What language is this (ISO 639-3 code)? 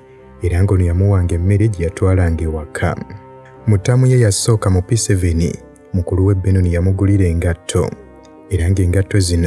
lug